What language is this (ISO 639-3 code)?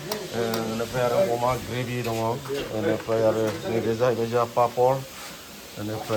brx